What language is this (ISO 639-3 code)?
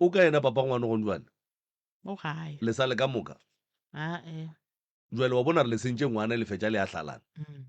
nso